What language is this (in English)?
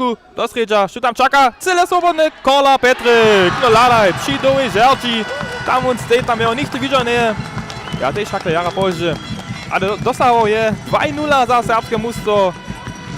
Upper Sorbian